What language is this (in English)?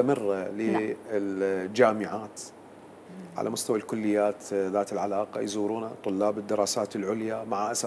Mesopotamian Arabic